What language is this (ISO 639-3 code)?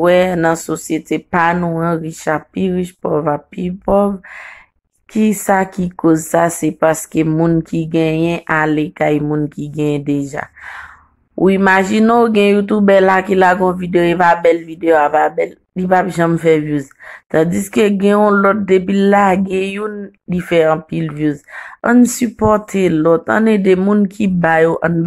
hat